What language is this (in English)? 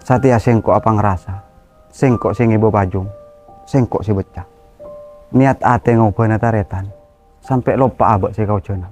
Madurese